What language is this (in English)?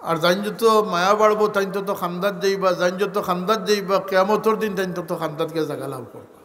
Sylheti